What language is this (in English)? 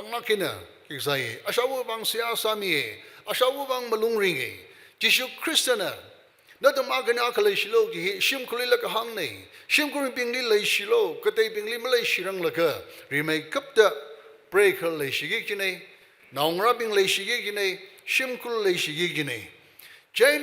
Tangkhul Naga (India)